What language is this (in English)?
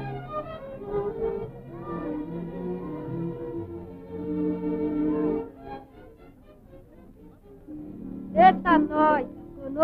Portuguese